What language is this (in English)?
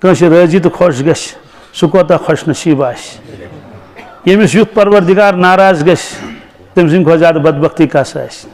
Kashmiri